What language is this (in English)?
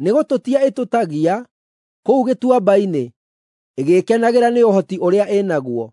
Kikuyu